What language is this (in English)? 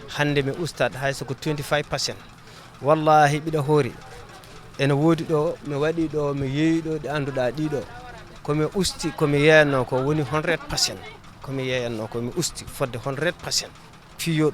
Fula